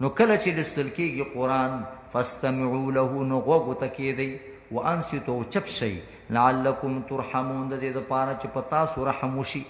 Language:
Pashto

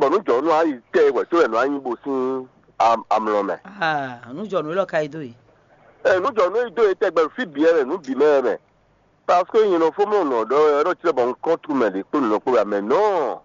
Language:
Fon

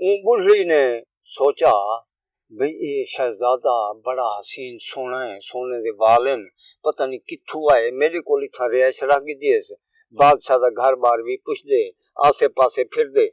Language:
Saraiki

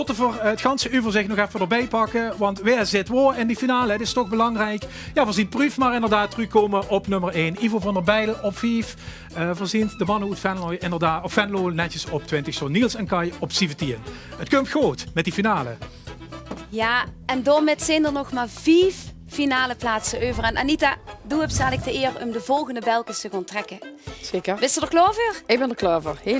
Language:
Limburgish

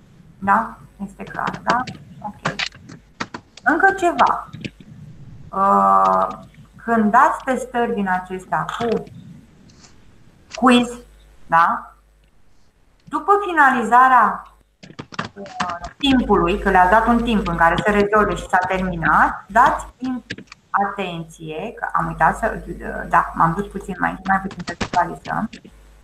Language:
Romanian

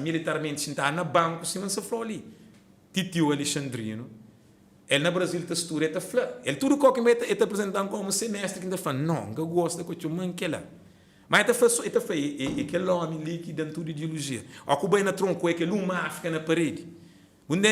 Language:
Kabuverdianu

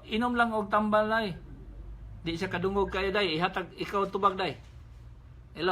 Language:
Cebuano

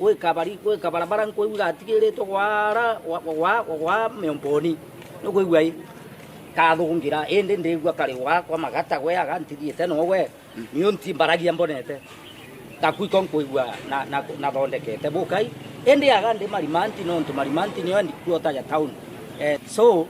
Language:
Meru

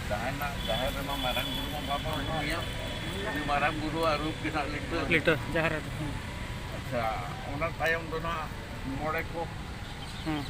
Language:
Santali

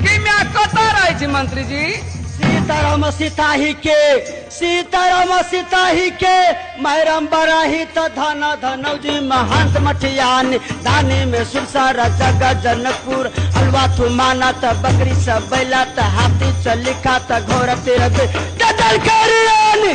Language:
Maithili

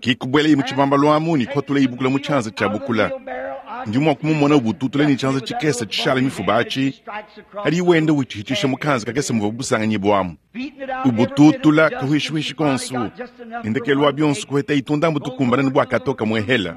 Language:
Luba-Lulua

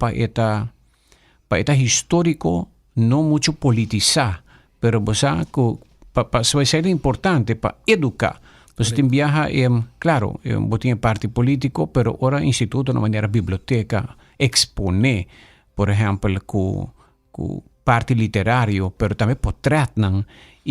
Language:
Papiamento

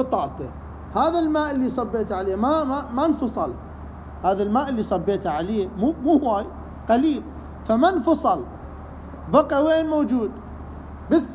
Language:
Mesopotamian Arabic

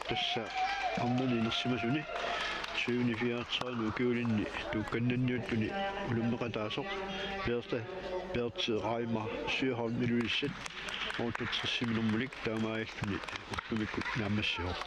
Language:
Kalaallisut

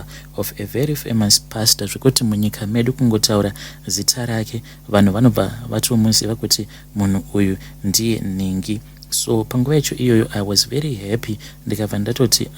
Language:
Shona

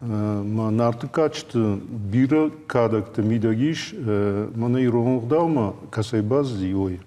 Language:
Ossetic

